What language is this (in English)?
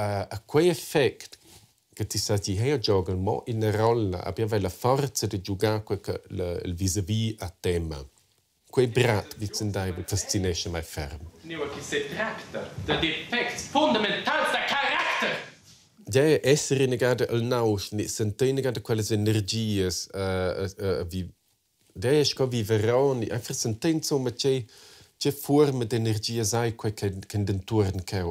Romansh